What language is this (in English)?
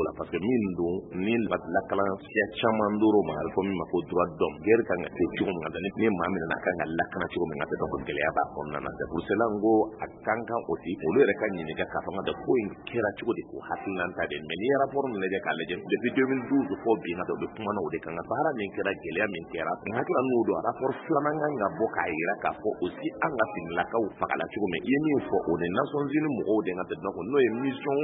Bambara